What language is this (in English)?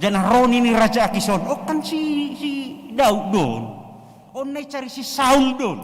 Batak Simalungun